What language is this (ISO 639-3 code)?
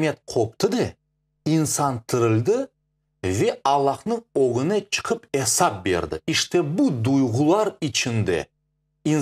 crh